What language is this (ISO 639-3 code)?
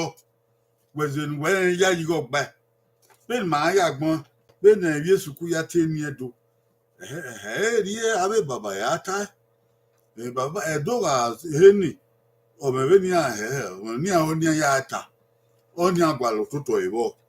bin